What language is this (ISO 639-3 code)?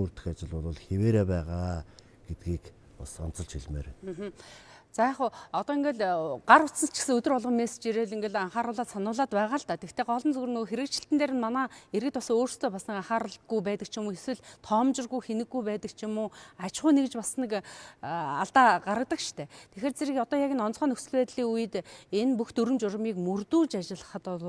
mon